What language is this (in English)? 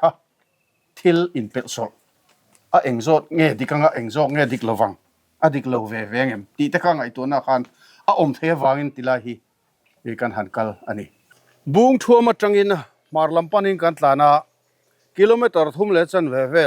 Mizo